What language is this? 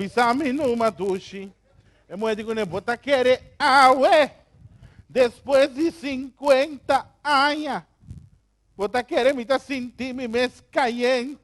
Papiamento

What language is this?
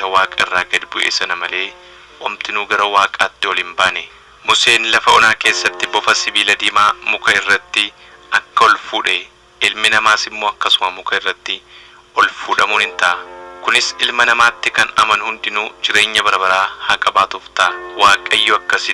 Oromo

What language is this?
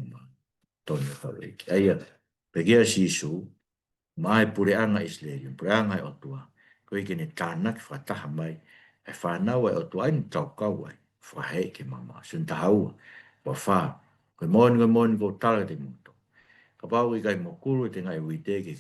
Tongan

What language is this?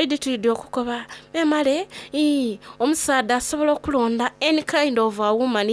Soga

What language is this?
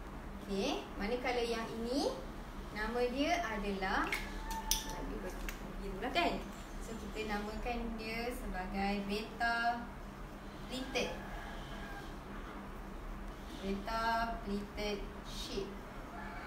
Malay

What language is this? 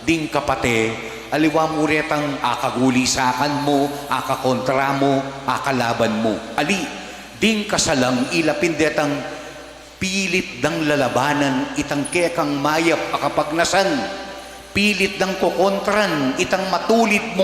Pampanga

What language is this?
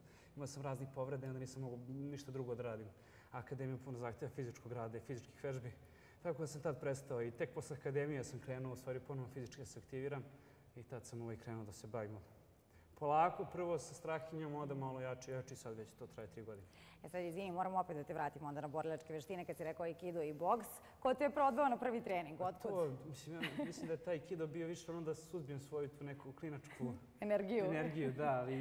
Serbian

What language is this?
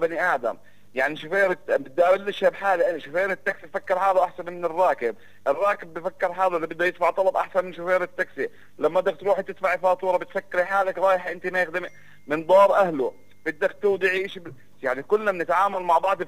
North Levantine Arabic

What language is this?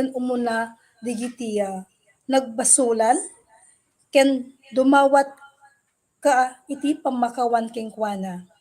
Iloko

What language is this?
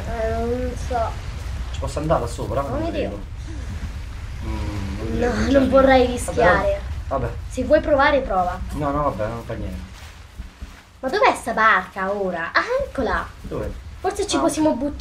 Italian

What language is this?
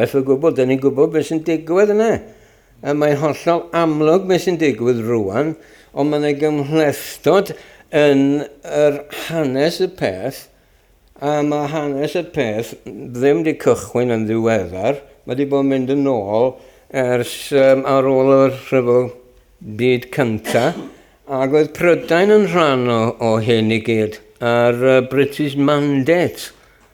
Welsh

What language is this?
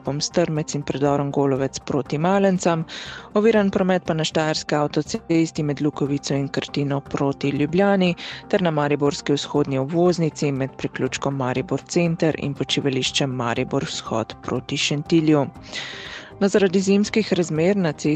Slovenian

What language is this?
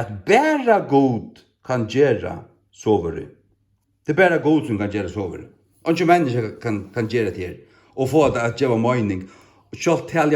Faroese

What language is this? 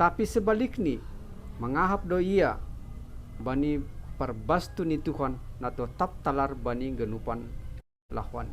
Batak Simalungun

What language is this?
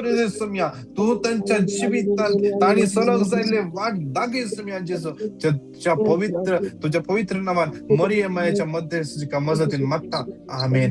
Konkani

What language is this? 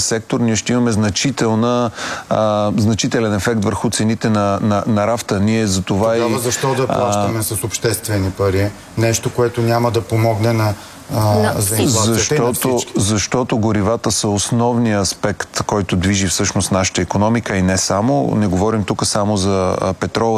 Bulgarian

